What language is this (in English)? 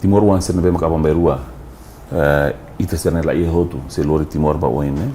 Tetum